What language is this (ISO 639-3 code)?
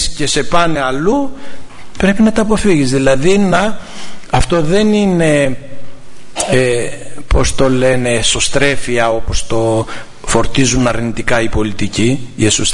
ell